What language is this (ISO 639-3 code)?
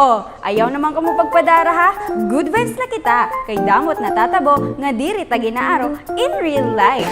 war